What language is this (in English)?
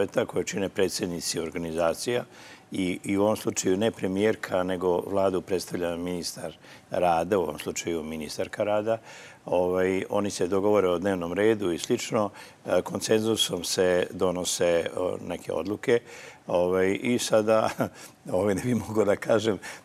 Serbian